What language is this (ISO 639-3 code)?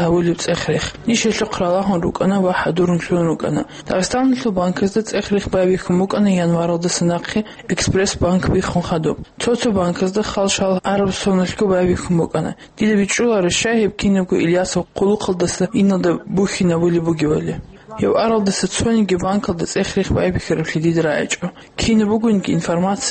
ava